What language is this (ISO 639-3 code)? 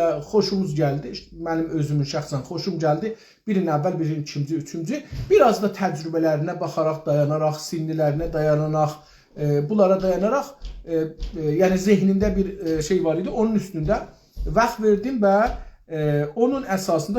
azb